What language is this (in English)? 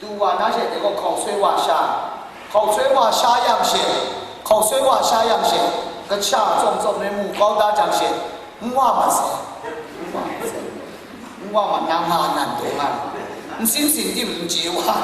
Kachin